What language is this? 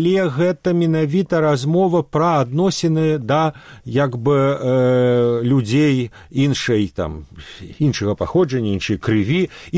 Belarusian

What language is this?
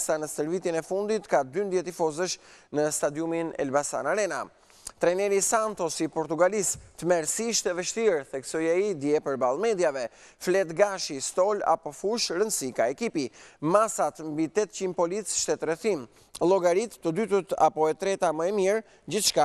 Albanian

